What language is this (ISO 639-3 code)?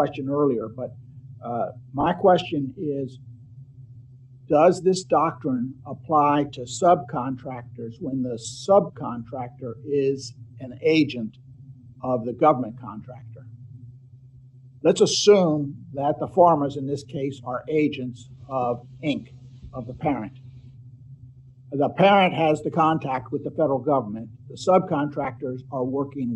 eng